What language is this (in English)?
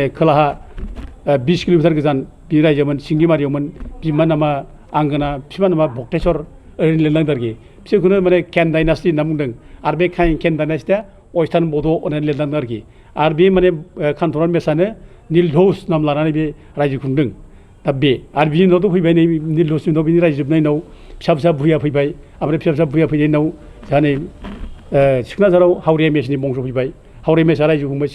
Bodo